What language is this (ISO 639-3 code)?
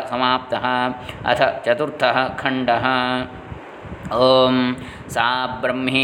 san